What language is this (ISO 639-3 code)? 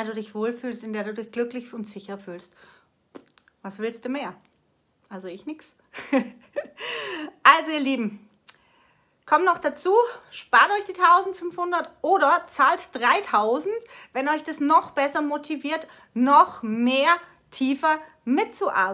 deu